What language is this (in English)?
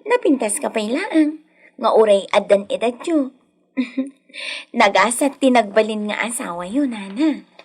Iloko